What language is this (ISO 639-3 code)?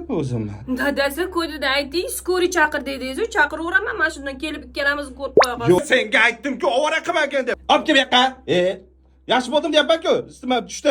uzb